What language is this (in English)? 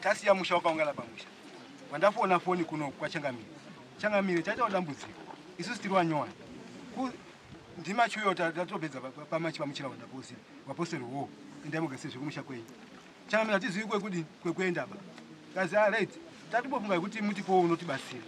Shona